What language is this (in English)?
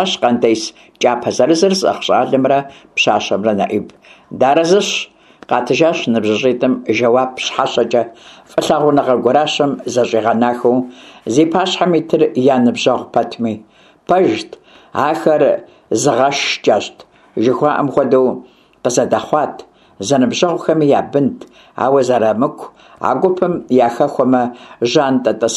Kabardian